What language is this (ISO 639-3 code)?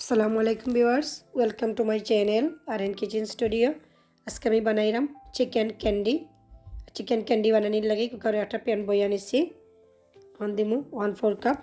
syl